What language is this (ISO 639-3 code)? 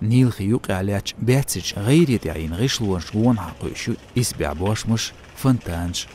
che